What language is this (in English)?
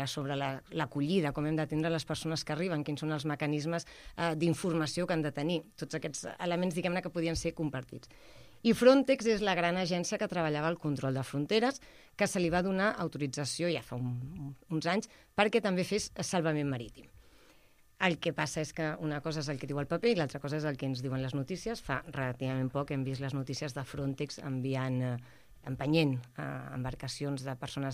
Catalan